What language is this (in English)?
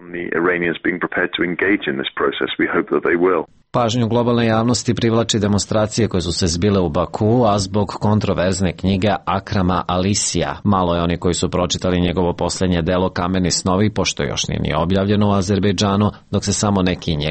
Serbian